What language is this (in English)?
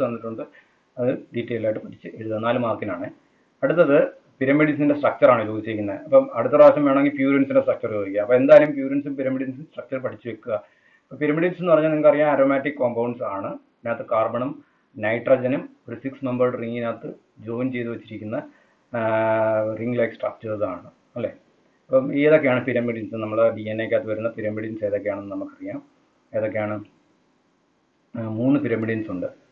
Malayalam